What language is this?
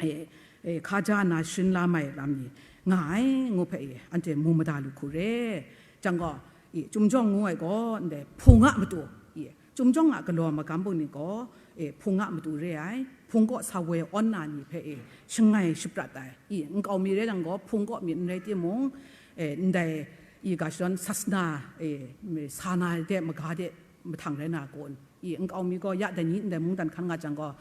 Kachin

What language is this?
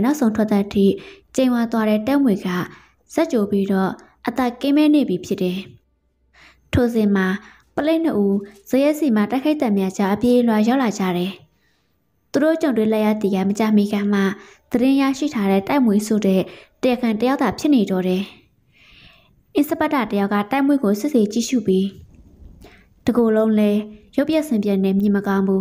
Burmese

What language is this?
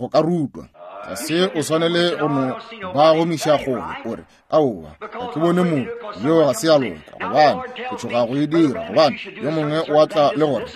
Northern Sotho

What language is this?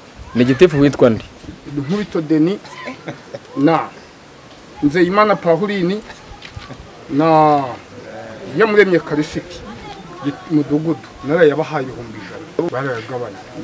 Kinyarwanda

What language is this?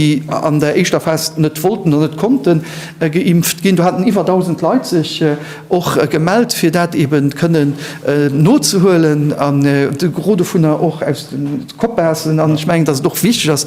Luxembourgish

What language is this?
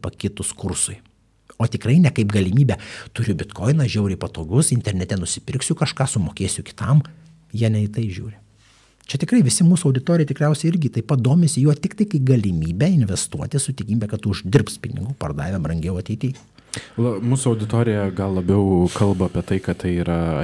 Lithuanian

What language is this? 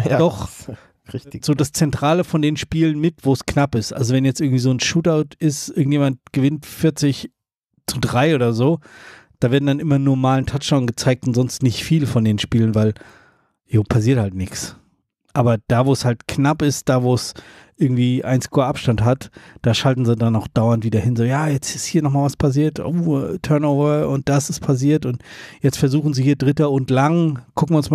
German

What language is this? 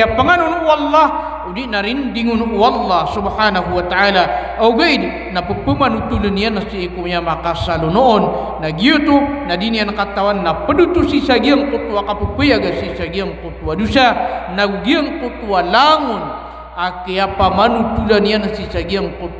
Maranao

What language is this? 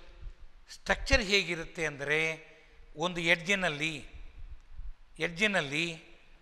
Kannada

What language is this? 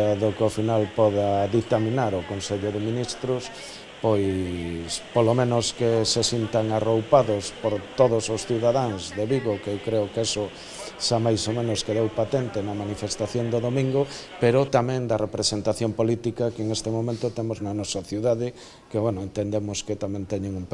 Galician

